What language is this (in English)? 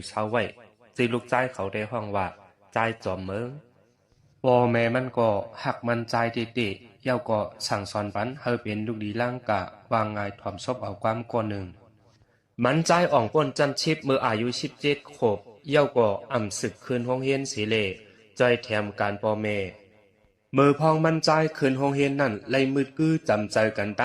Shan